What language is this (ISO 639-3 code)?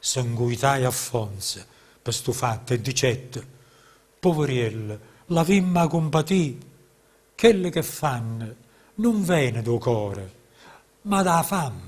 nap